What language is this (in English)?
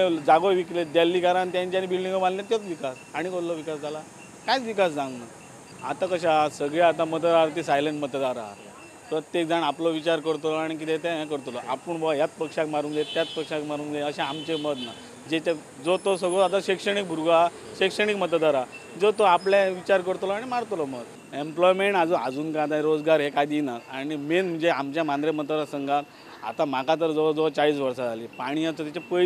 Konkani